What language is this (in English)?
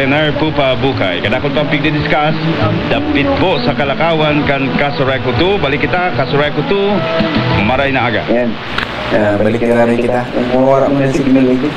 Bikol